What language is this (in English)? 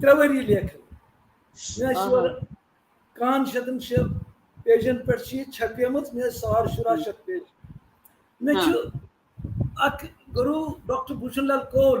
Kashmiri